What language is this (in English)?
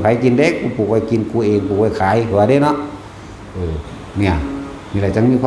Northeastern Thai